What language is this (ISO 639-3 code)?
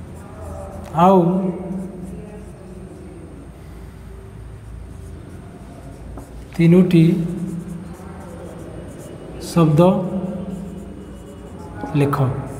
ori